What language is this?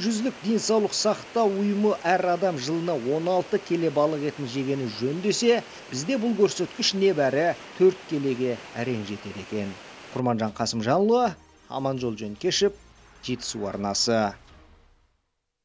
Kazakh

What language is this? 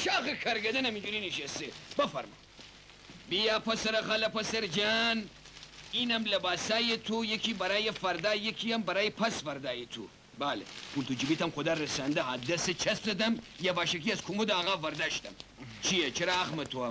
Persian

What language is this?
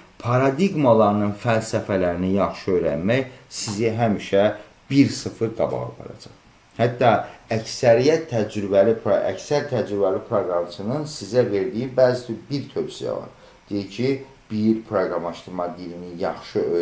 Azerbaijani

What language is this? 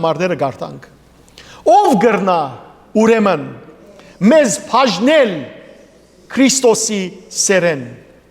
Western Armenian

